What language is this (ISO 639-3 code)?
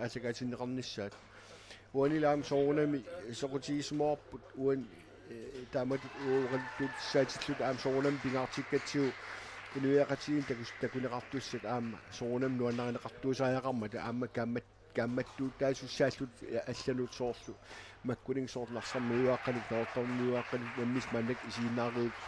kal